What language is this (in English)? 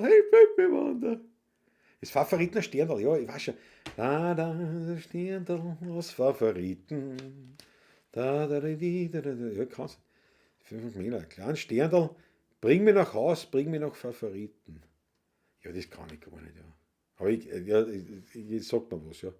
Bavarian